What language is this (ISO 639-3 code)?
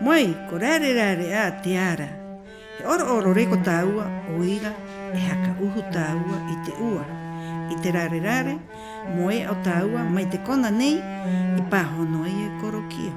rap